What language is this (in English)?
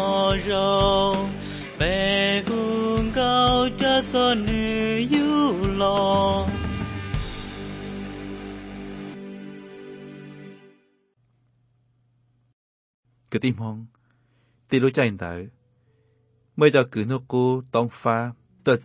Vietnamese